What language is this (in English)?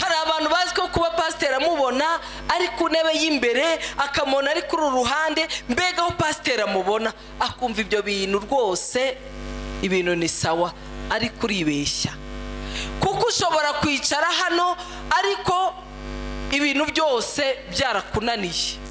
Kinyarwanda